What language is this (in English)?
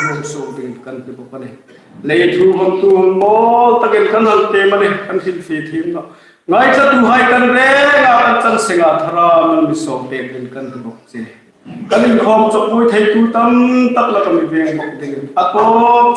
Hmar